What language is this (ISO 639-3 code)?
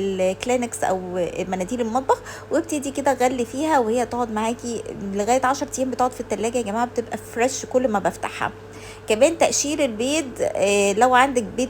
arz